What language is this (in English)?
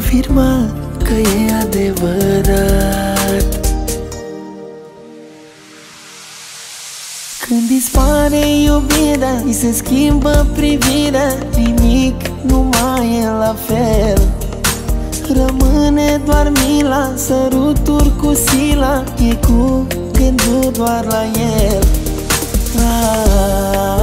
Romanian